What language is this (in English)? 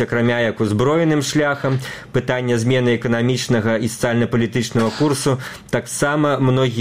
Belarusian